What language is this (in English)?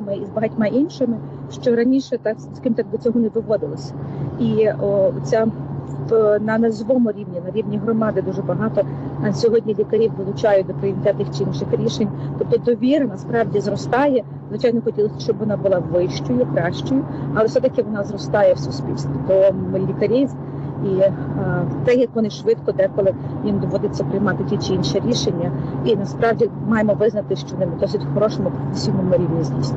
Ukrainian